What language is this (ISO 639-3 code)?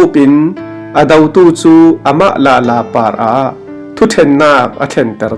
cfm